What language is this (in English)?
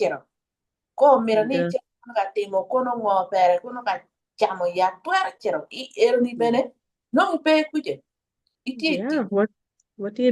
Acoli